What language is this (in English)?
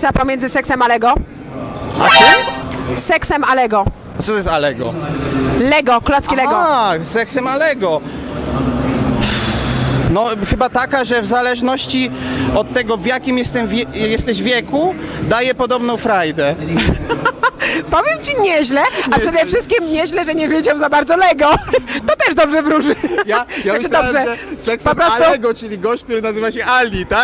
Polish